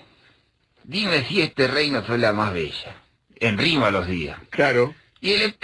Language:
Spanish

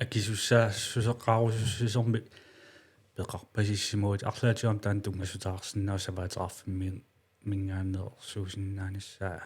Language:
Kalaallisut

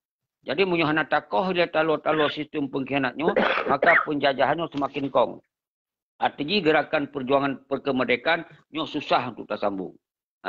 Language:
Achinese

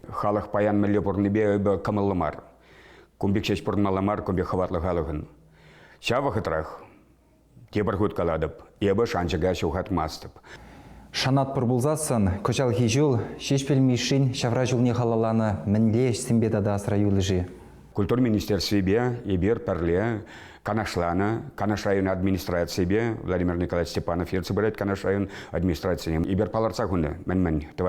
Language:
Chuvash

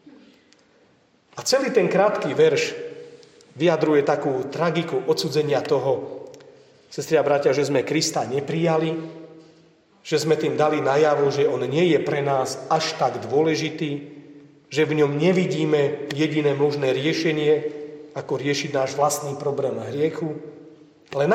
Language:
Slovak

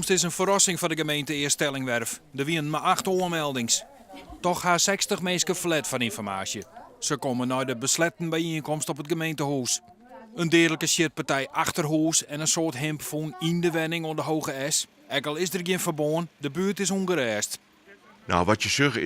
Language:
Western Frisian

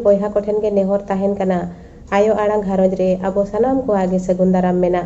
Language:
Santali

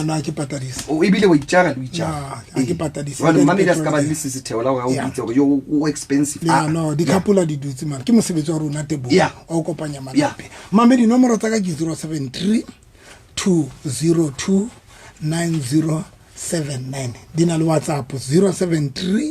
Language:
Southern Sotho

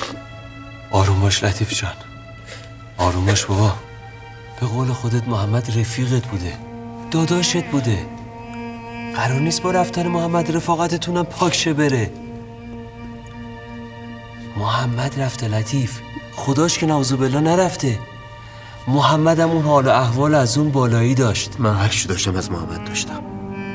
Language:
Persian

